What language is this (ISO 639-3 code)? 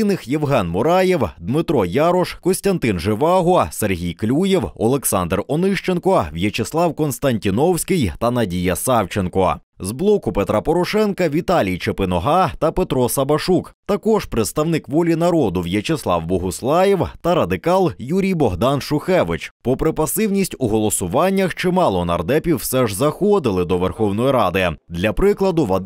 ukr